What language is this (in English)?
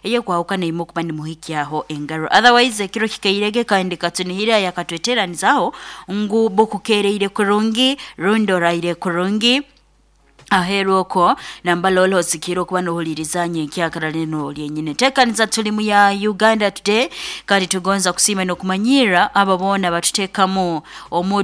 Nyoro